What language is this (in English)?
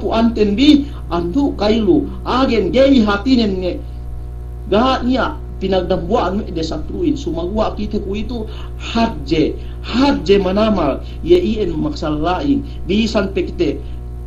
Yakan